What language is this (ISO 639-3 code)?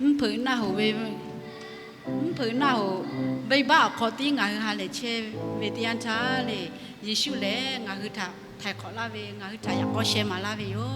lhu